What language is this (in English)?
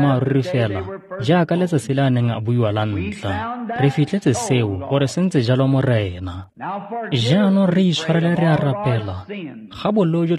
Tswana